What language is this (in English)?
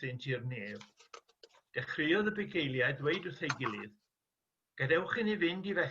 Welsh